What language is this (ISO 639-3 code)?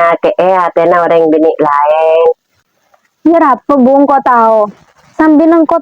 mad